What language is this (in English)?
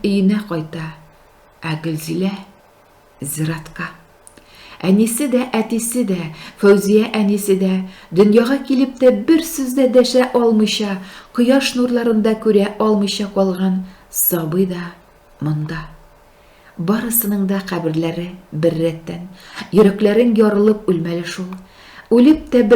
Tatar